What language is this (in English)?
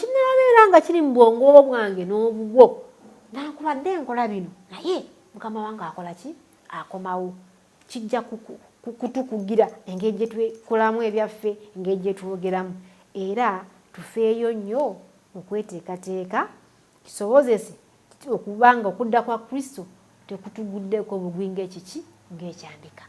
Ganda